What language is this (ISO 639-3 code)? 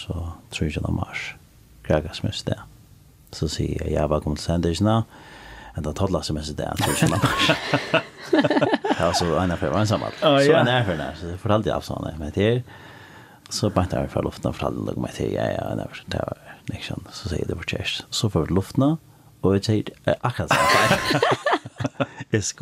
fao